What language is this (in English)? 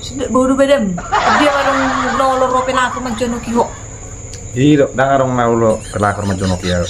Batak Toba